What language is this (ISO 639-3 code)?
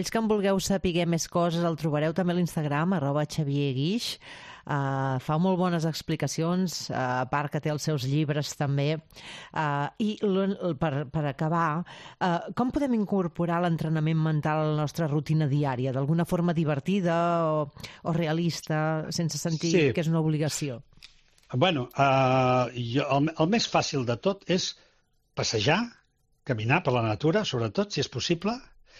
cat